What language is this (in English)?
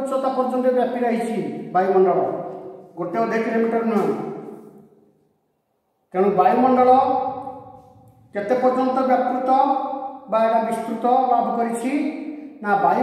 Odia